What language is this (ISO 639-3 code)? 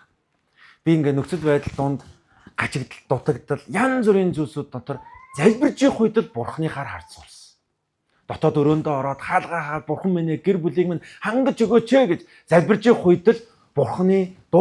mon